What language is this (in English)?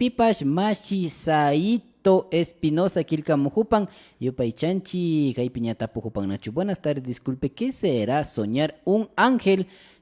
Imbabura Highland Quichua